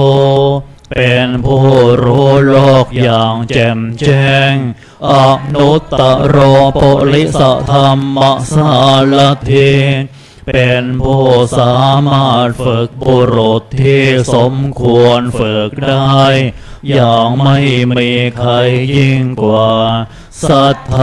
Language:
Thai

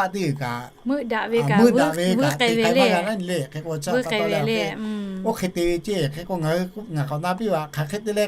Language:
Lahu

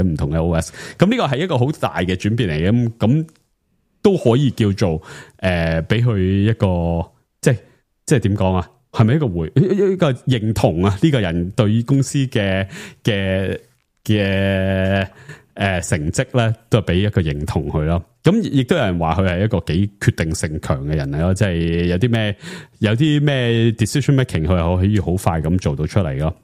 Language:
Cantonese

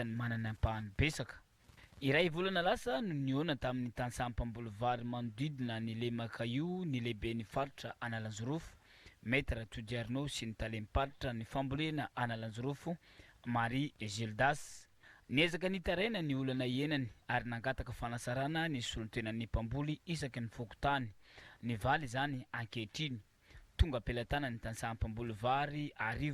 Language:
Malagasy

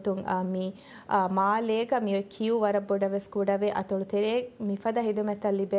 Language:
Divehi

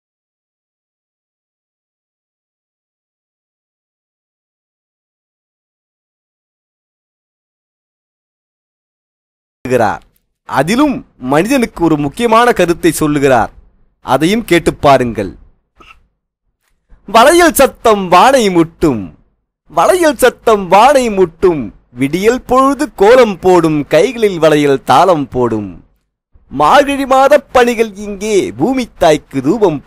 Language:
Tamil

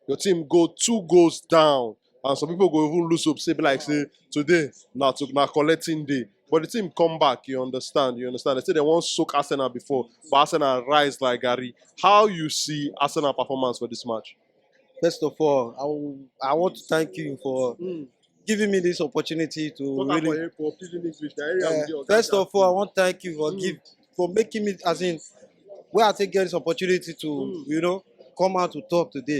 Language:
Nigerian Pidgin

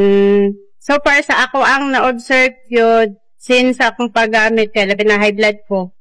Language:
Cebuano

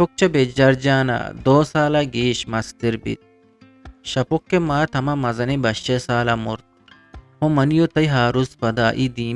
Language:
Eastern Balochi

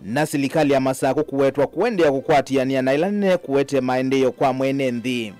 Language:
Kamba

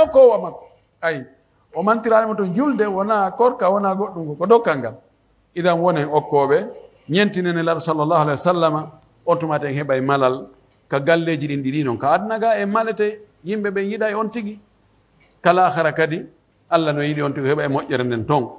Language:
Pular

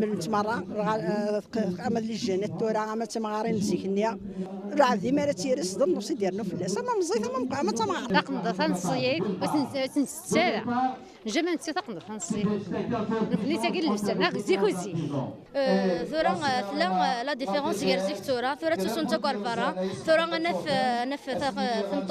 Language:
Kabyle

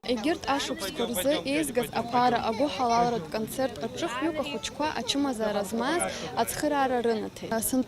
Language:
Abkhazian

